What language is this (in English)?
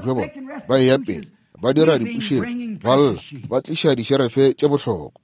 Northern Sotho